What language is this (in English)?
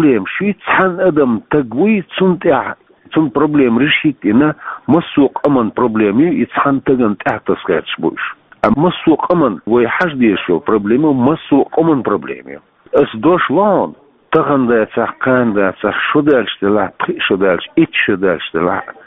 Chechen